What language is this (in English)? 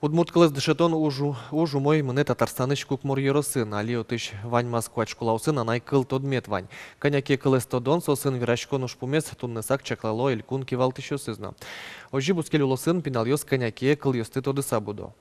Udmurt